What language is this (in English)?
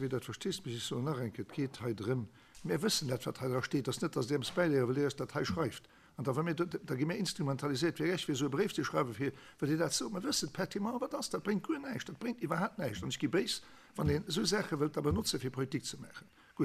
Luxembourgish